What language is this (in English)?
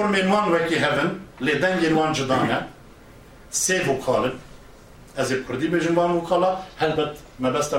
Kurdish